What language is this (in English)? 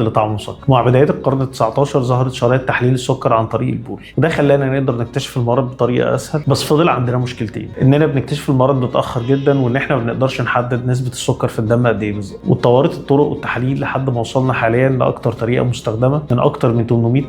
Egyptian Arabic